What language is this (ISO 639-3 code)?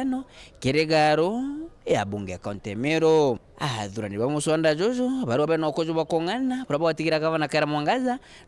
mer